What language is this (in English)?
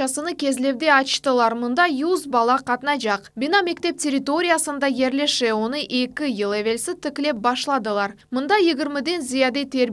Crimean Tatar